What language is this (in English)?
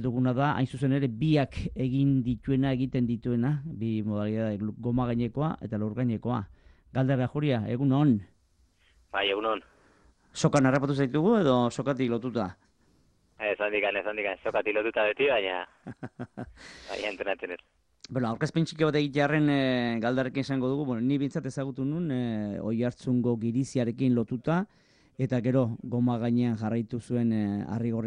Basque